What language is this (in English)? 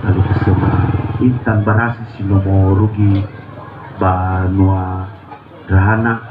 Nias